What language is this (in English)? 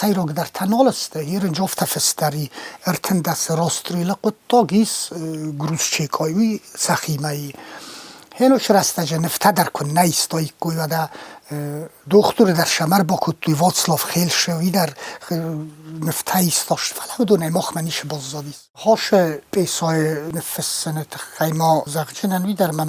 Ossetic